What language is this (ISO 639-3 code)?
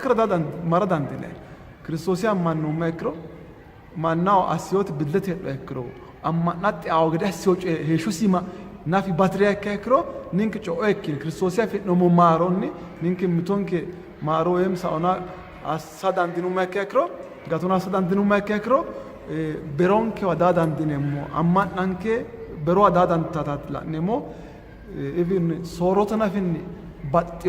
sid